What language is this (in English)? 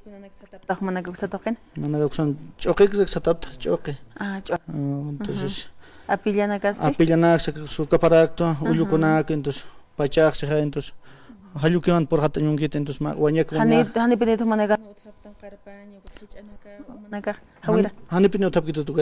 Aymara